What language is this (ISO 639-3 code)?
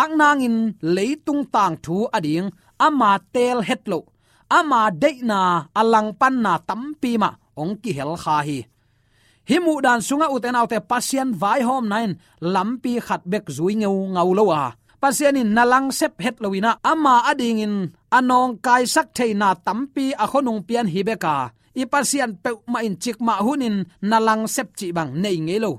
ctd